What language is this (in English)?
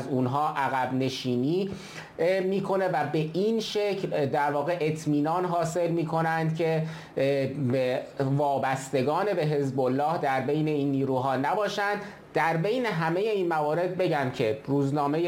Persian